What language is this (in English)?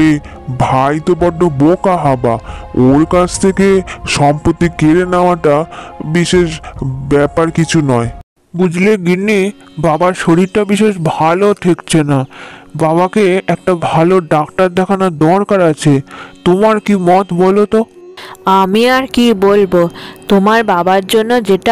Bangla